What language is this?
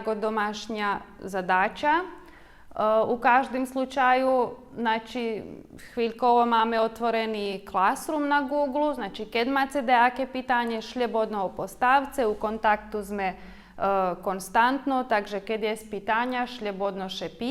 Rusyn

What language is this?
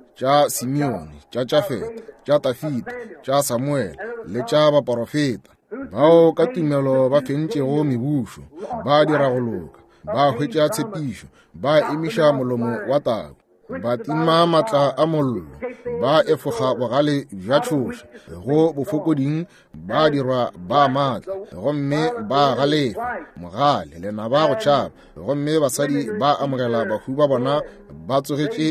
Northern Sotho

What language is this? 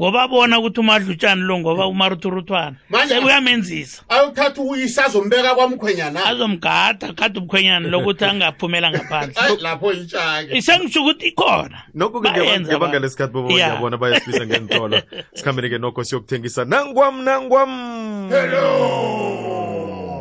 South Ndebele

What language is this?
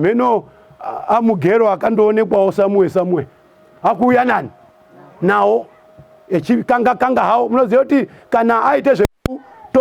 Shona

